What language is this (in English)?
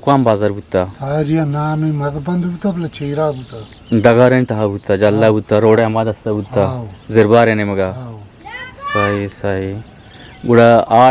Eastern Balochi